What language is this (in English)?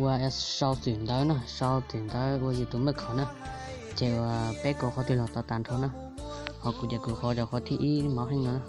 Hmong